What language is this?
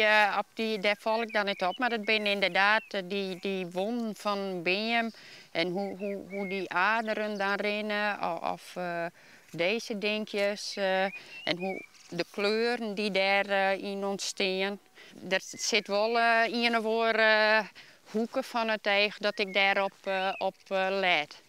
Western Frisian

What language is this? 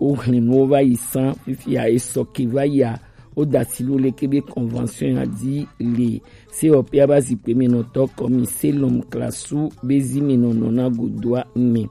Gen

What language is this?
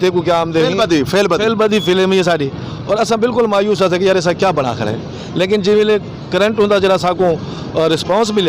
Saraiki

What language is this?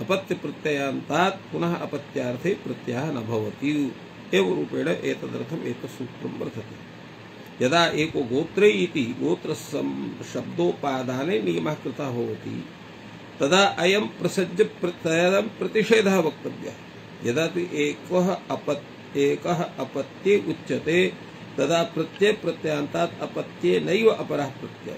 Sanskrit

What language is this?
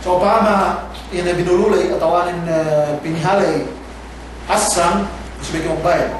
Yakan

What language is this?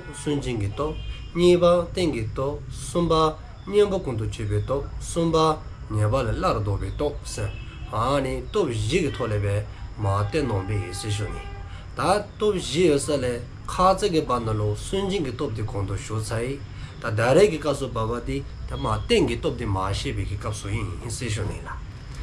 Dzongkha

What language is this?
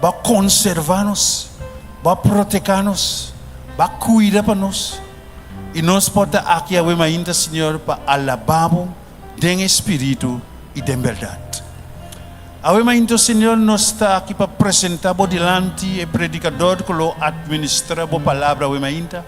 Papiamento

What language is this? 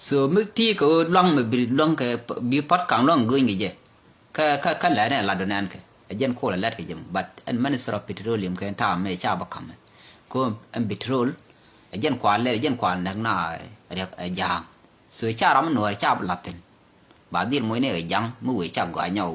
Nuer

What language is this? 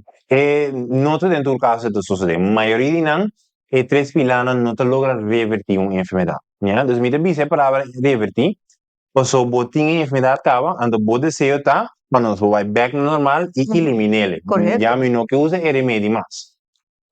Papiamento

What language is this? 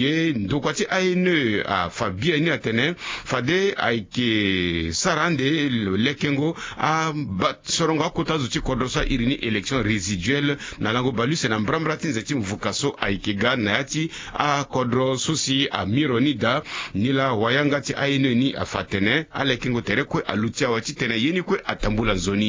Sango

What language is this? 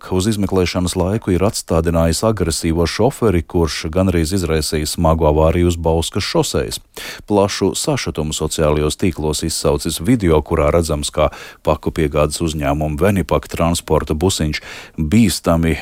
Latvian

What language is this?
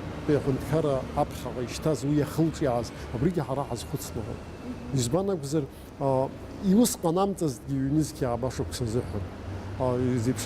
Abkhazian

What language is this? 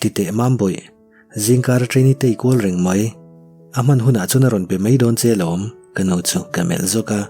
Mizo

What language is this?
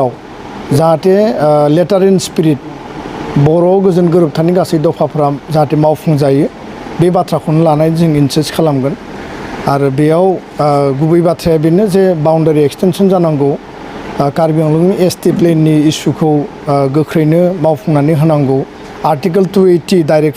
Bodo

